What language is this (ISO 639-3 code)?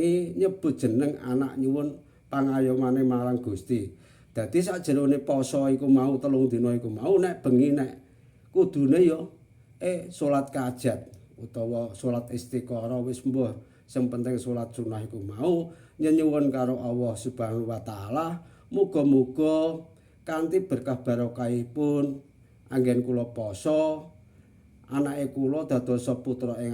jav